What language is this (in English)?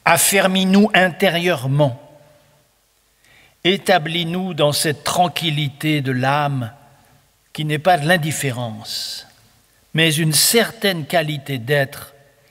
French